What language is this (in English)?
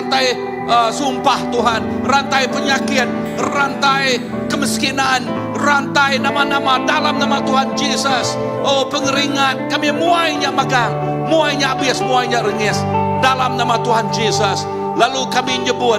Iban